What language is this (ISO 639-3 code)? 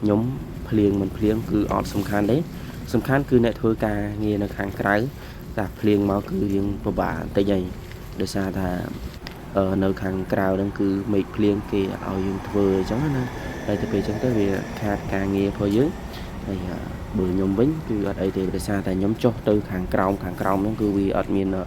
khm